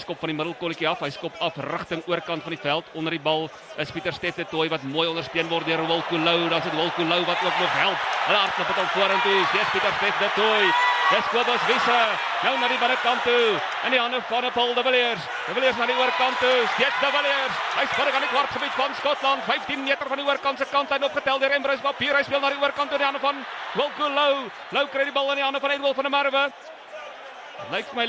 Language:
Afrikaans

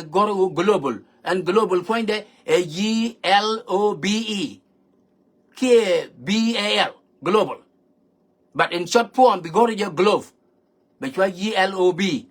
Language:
Nuer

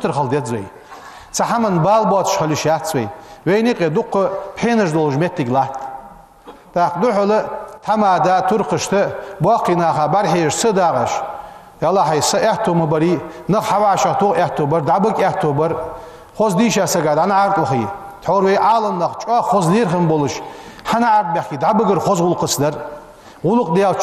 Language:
Ingush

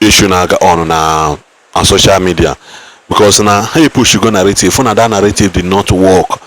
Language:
Igbo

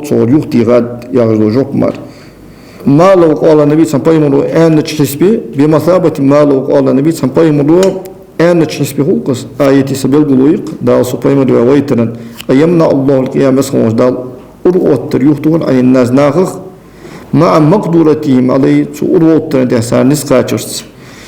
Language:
Ingush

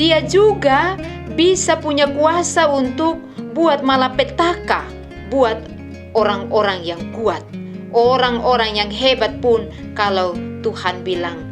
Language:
Kupang Malay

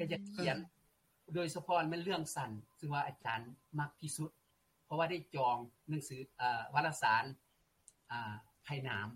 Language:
Lao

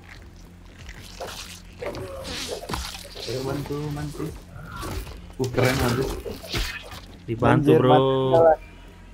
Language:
Indonesian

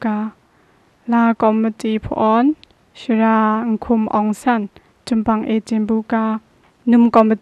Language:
Kachin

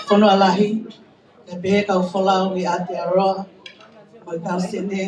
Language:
Tongan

